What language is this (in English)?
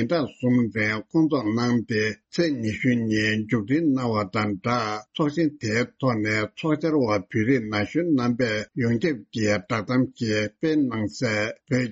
Tibetan